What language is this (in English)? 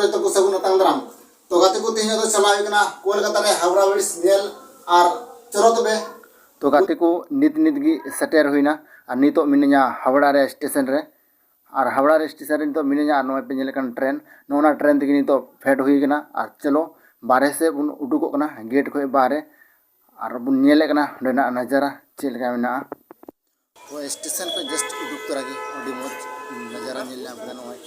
Santali